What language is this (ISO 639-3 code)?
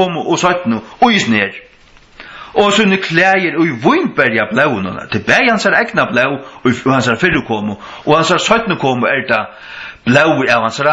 fao